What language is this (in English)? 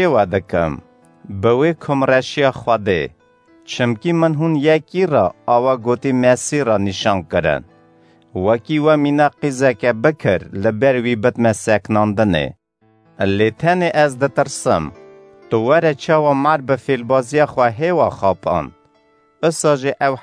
Kurdish